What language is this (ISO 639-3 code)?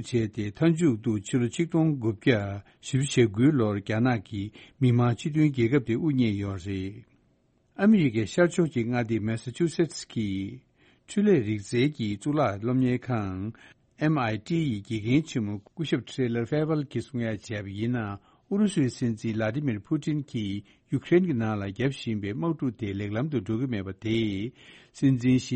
bod